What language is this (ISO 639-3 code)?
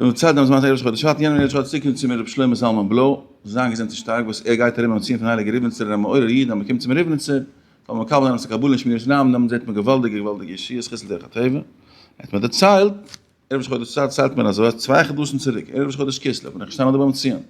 yid